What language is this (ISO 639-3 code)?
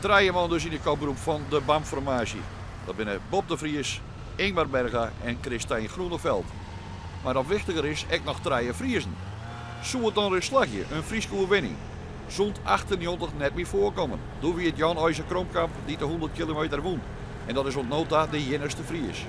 fry